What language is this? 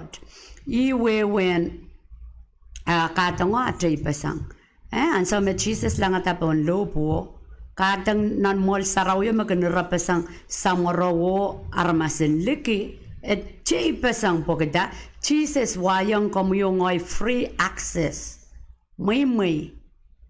Pohnpeian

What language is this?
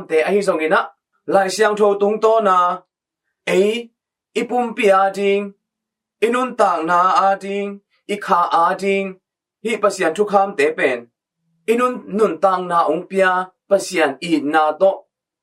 Tedim Chin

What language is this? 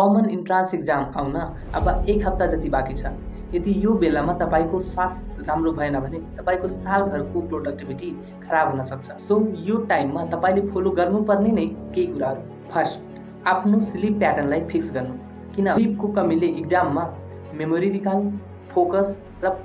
Nepali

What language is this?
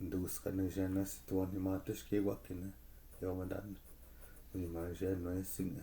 Chippewa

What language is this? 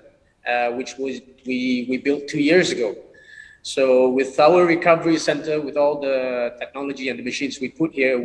English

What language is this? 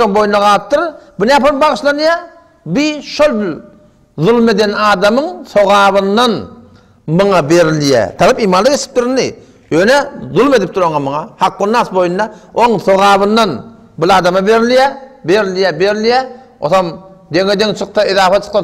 Turkmen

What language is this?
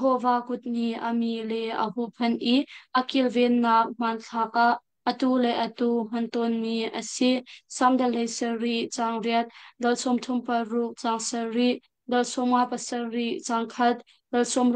Hakha Chin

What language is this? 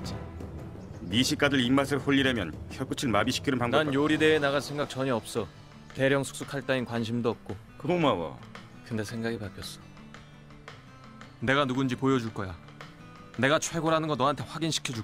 Korean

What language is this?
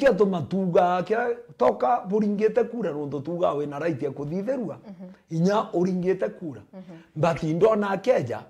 Meru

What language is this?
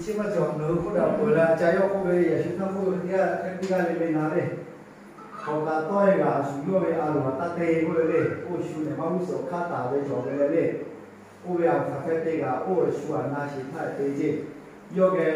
Lahu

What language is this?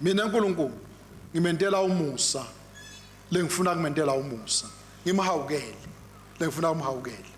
Swati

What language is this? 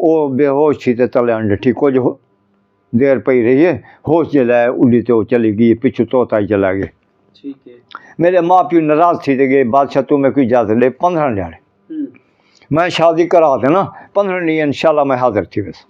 Saraiki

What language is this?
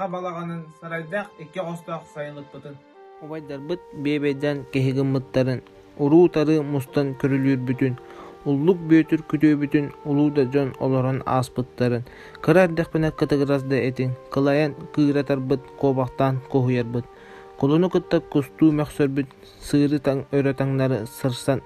Yakut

